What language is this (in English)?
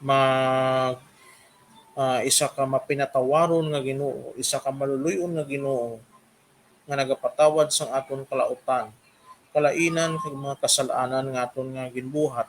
Hiligaynon